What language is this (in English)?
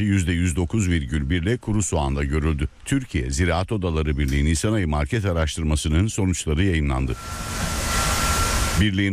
Turkish